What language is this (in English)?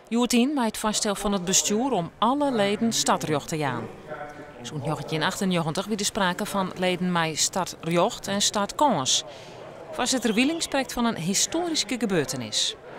Western Frisian